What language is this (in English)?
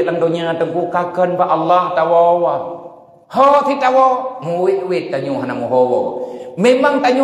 Achinese